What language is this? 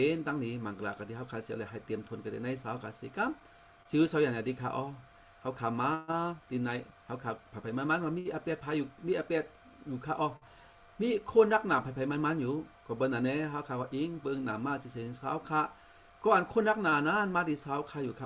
Shan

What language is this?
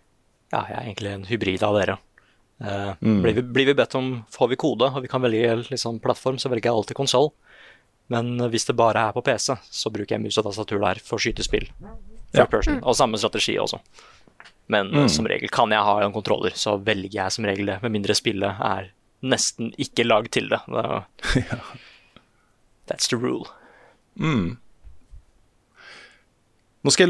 Norwegian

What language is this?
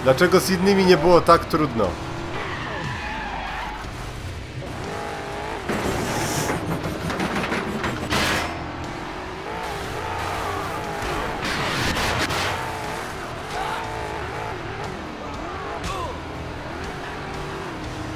Polish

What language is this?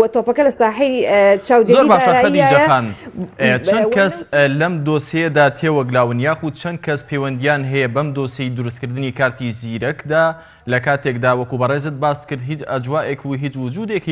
Central Kurdish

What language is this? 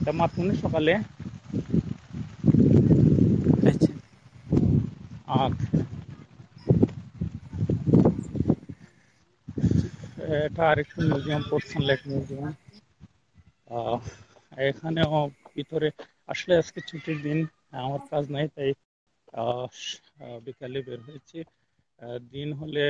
Bangla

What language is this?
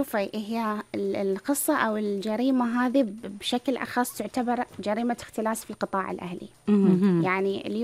Gulf Arabic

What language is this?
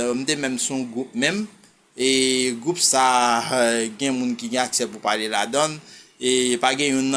Haitian Creole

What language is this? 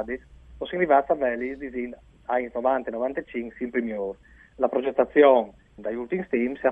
Friulian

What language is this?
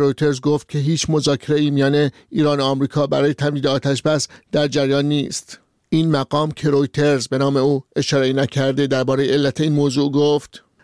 Persian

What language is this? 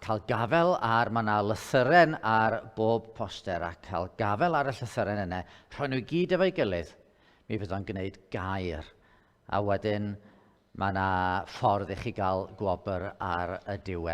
Welsh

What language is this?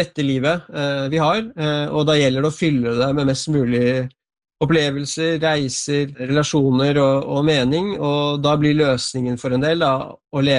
Norwegian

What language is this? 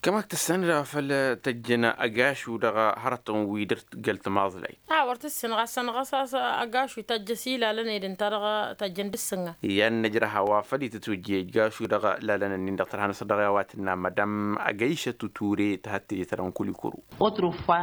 Tamasheq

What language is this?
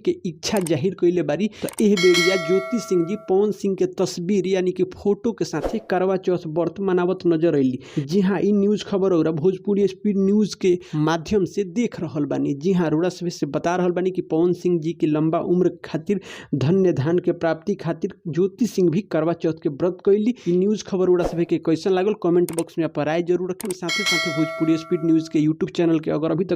Bhojpuri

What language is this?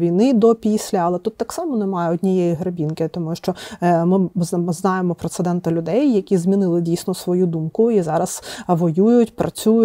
Ukrainian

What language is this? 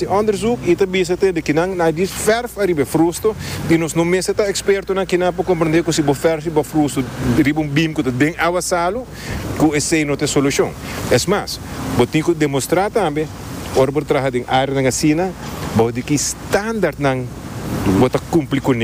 Papiamento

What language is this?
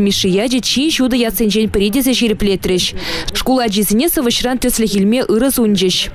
Chuvash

